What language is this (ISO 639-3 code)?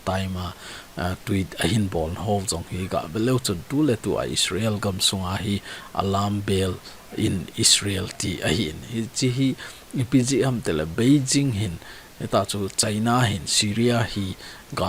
tcz